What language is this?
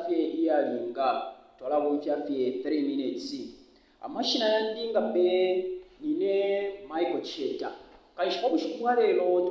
Bemba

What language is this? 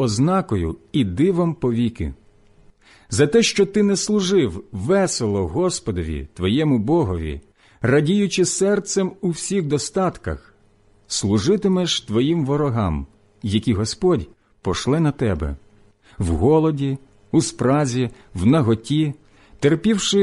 Ukrainian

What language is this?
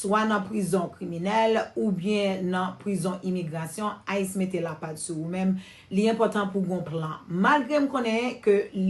Haitian Creole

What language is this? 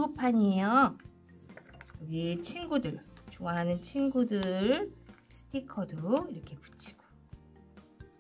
Korean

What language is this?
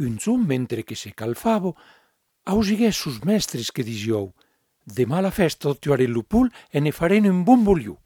Catalan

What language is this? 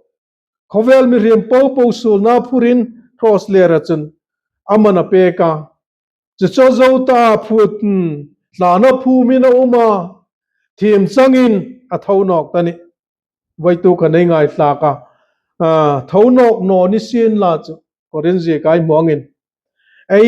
Hmar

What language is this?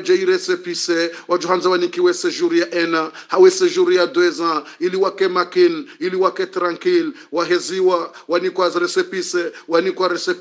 Swahili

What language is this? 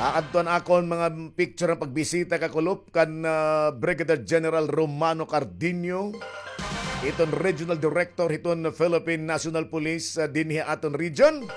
Waray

